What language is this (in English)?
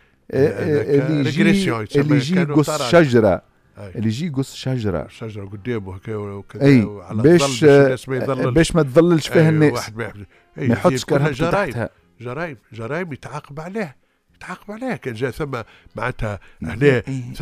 Tunisian Arabic